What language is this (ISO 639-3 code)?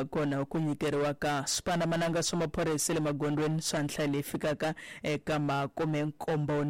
tso